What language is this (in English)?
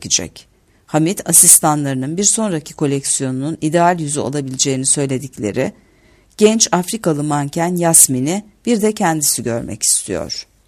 Turkish